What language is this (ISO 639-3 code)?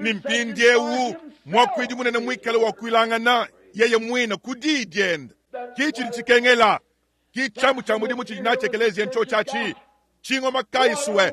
lua